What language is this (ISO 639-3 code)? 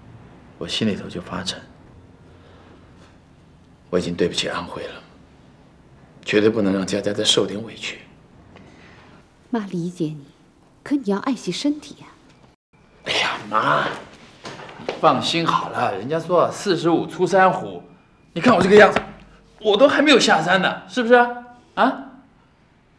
zho